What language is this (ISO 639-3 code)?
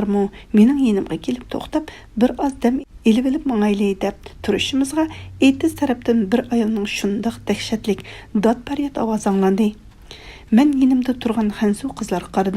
uig